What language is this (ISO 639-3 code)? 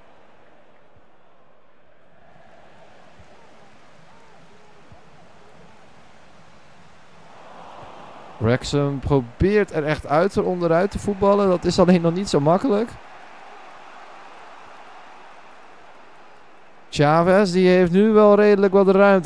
nld